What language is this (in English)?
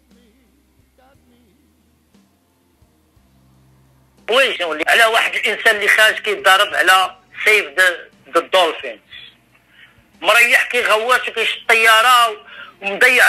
Moroccan Arabic